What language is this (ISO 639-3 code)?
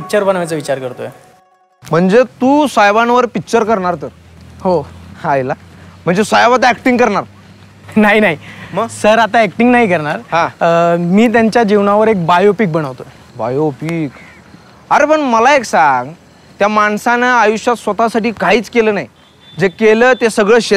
mar